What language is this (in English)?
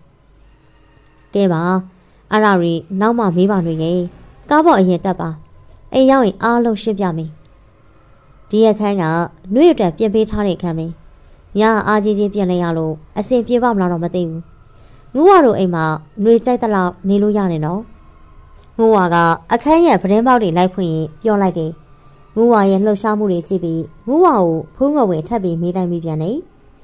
Burmese